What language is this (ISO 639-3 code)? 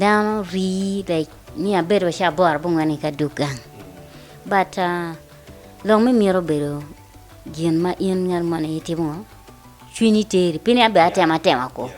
ach